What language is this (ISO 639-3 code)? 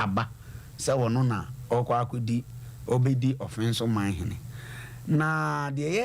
aka